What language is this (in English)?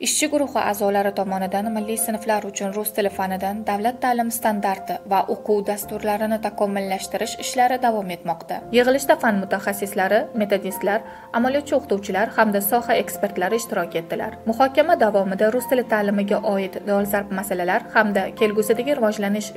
Uzbek